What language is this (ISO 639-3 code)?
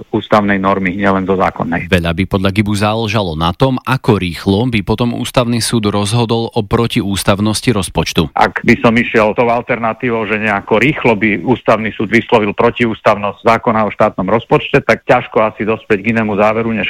slk